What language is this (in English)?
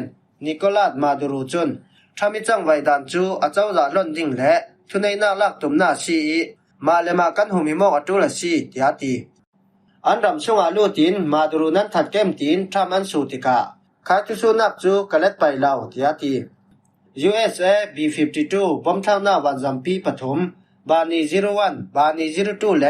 Falam Chin